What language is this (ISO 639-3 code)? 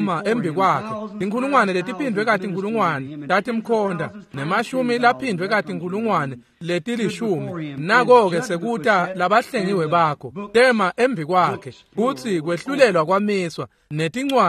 ssw